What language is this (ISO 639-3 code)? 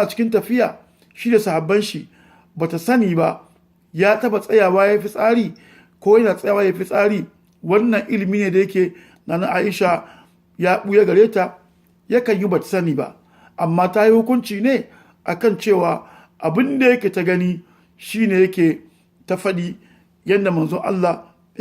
hau